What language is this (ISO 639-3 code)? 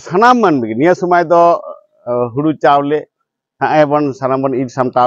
sat